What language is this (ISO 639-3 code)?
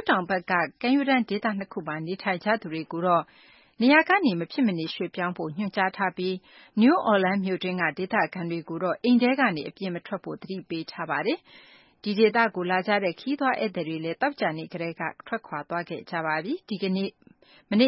mya